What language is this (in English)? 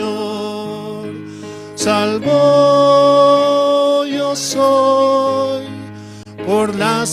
Aymara